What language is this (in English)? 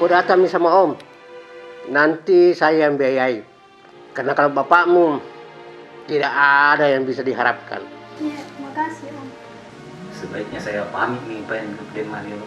Makassar Malay